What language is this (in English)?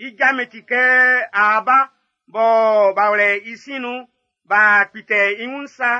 Baoulé